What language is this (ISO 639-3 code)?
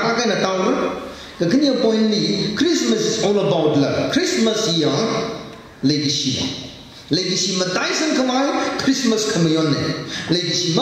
nmf